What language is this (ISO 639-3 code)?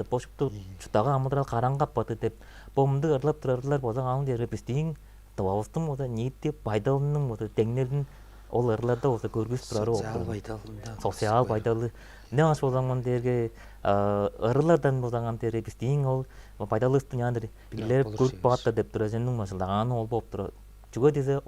tyv